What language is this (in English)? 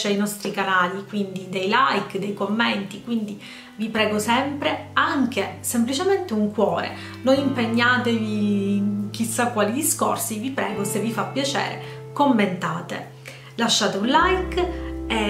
Italian